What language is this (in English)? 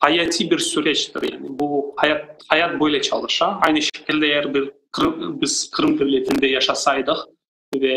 Crimean Tatar